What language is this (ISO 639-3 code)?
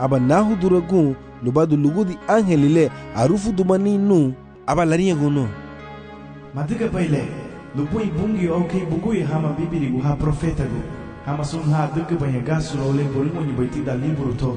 cab